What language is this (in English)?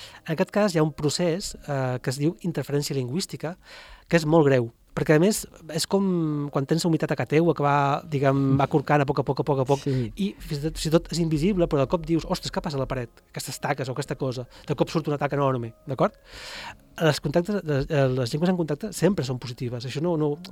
Catalan